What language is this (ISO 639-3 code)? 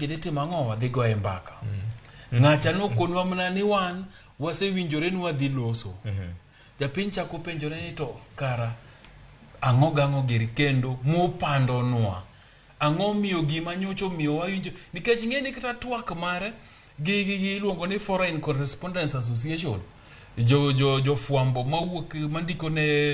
luo